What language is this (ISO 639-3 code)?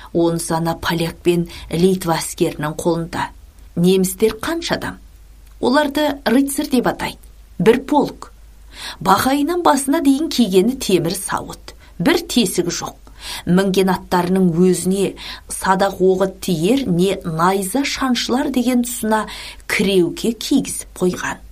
kaz